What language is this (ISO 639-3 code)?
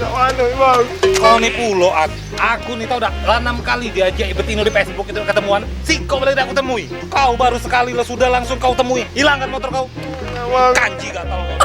mui